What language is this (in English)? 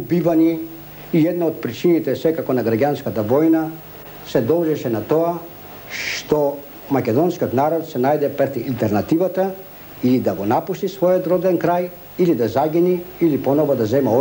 Macedonian